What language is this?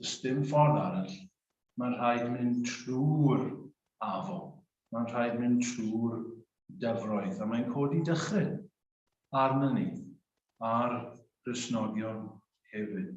Welsh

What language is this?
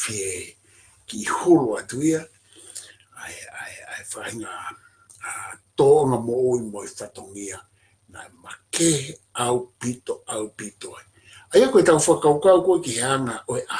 Tongan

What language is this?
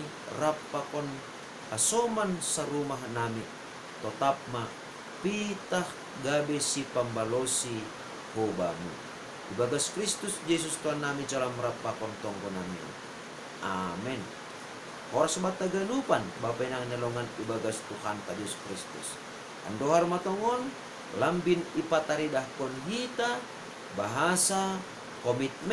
Batak Simalungun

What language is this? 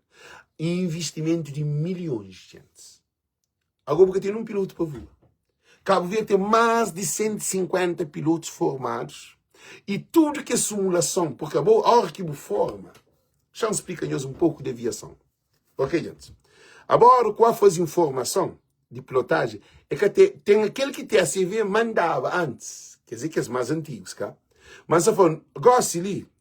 Kabuverdianu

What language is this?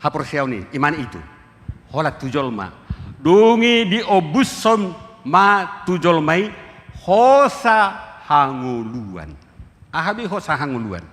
Batak Toba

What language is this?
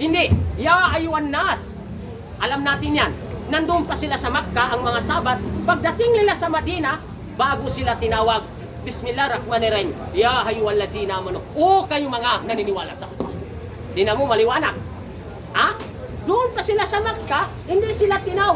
Maranao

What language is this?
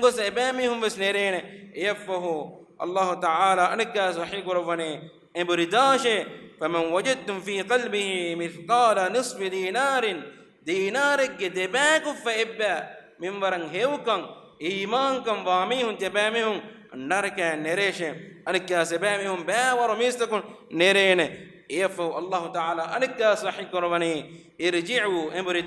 Divehi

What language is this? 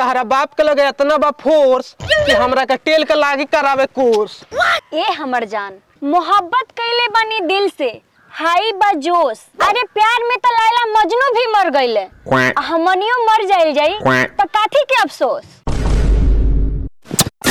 Bhojpuri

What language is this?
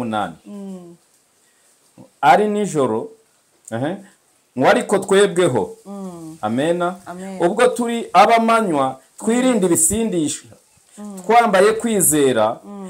Kinyarwanda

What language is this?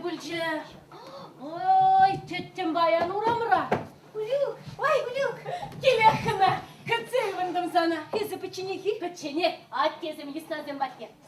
Chuvash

